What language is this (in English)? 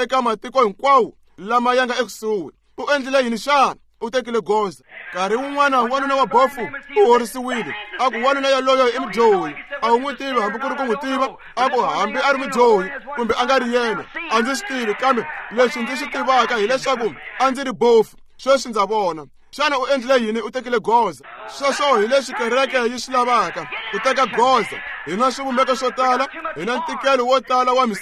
Tsonga